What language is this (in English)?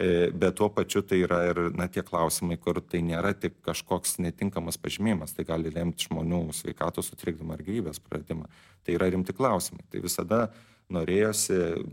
Lithuanian